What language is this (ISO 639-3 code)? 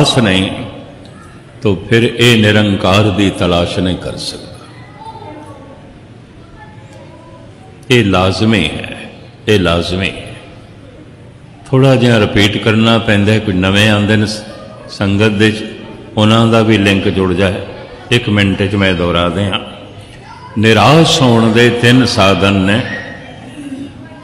pan